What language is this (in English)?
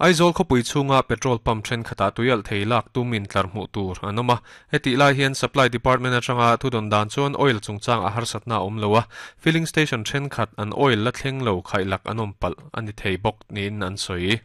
Mizo